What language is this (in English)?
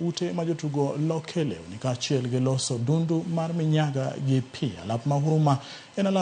Luo (Kenya and Tanzania)